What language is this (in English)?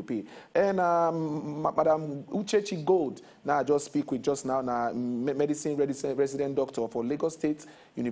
Nigerian Pidgin